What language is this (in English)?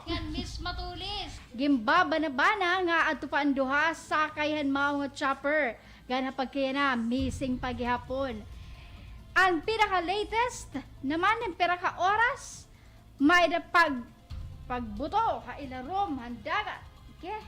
Waray